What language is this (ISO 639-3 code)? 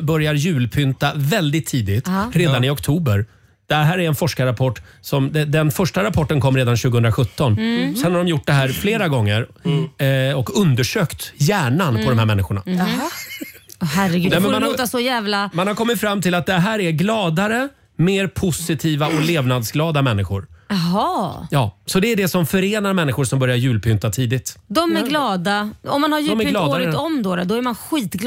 swe